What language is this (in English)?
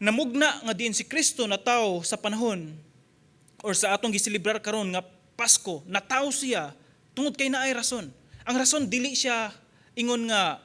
Cebuano